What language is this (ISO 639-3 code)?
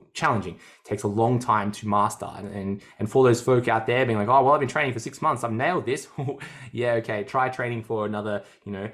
eng